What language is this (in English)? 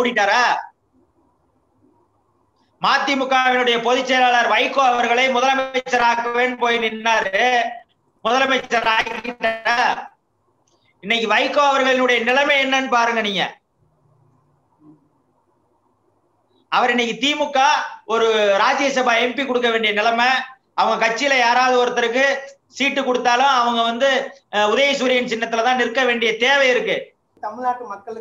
Tamil